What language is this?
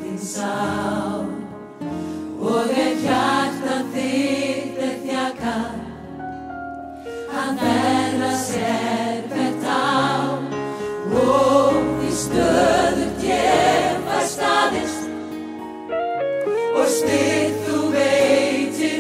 Icelandic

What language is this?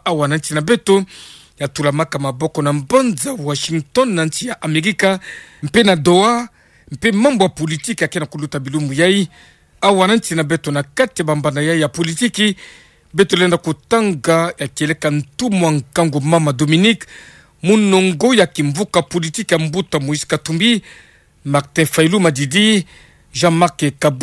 Kituba (Democratic Republic of Congo)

